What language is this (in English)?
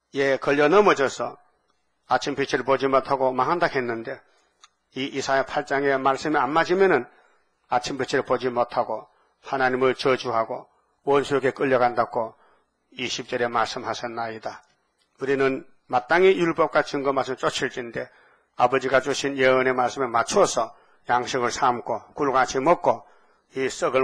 Korean